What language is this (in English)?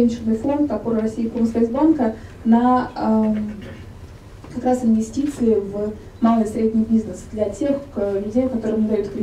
Russian